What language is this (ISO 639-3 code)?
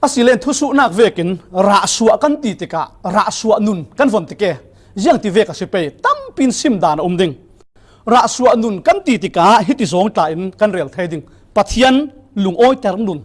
cfm